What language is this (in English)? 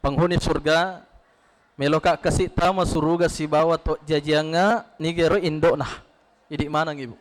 Buginese